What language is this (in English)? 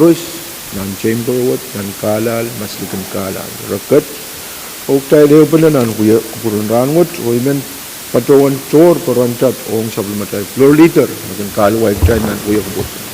Pohnpeian